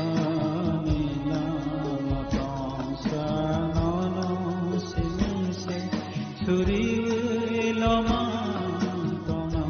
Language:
Kok Borok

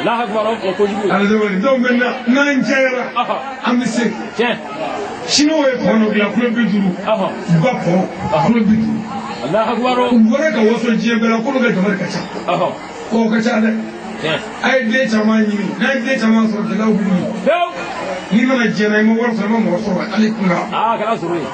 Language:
Bambara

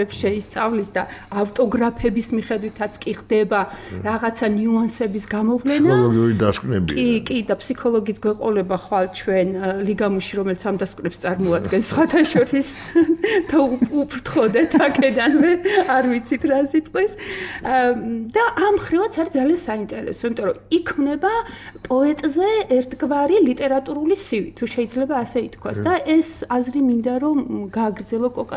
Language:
Georgian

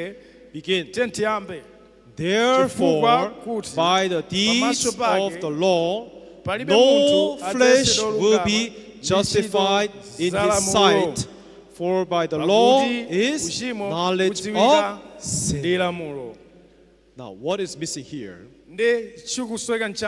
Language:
Nyanja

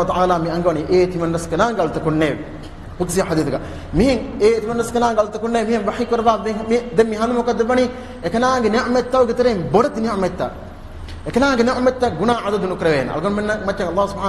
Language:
Divehi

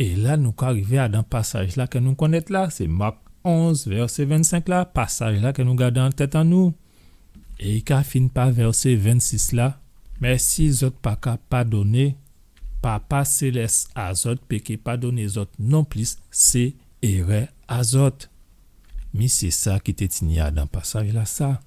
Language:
Guadeloupean Creole French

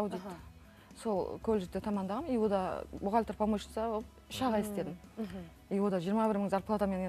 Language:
Kazakh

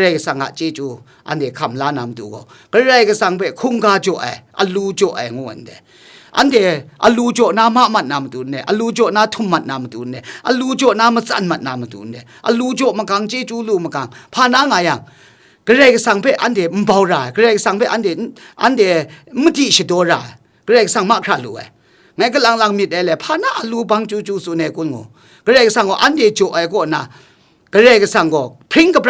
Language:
Kachin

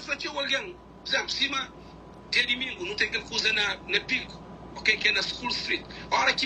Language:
Kabuverdianu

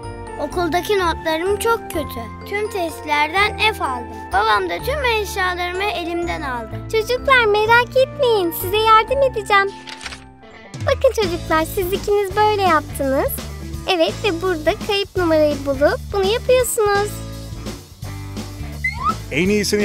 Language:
Turkish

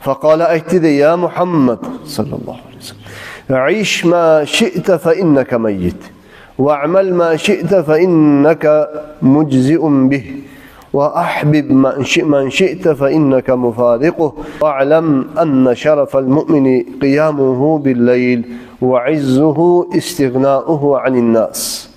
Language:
Kumyk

